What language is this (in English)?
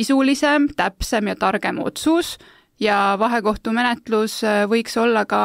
Estonian